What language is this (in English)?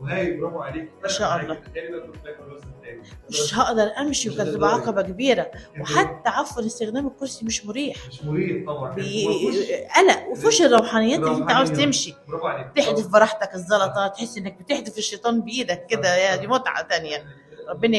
Egyptian Arabic